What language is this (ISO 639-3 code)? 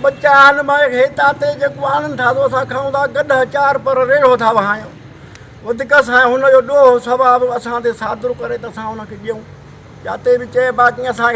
snd